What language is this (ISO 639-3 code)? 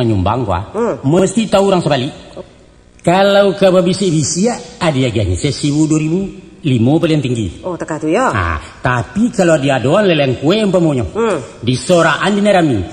min